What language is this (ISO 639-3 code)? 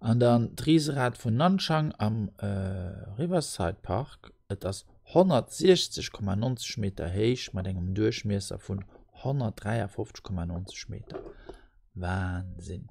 ltz